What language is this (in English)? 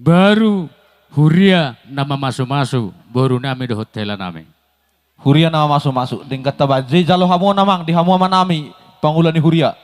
Batak Toba